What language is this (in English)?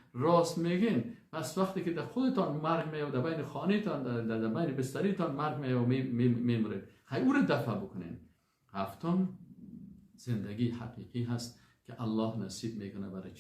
Persian